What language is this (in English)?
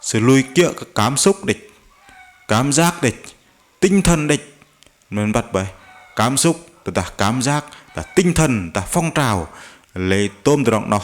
Bahnar